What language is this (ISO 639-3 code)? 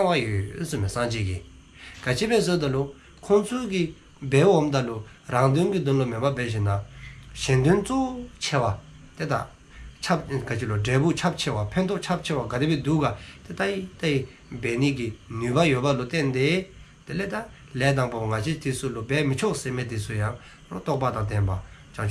dzo